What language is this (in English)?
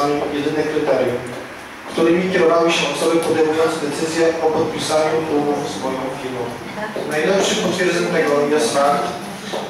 Polish